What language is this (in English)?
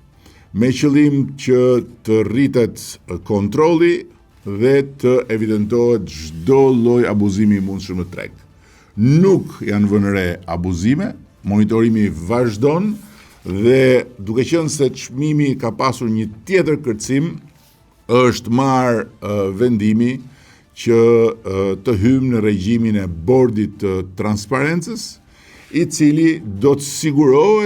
Albanian